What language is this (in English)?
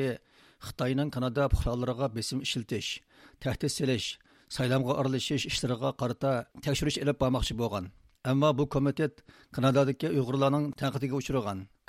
Uyghur